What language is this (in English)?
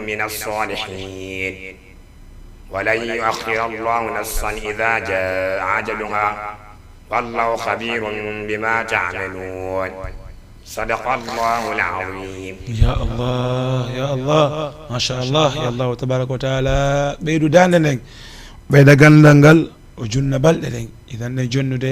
Fula